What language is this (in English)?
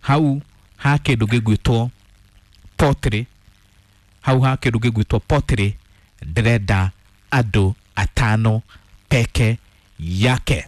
Kikuyu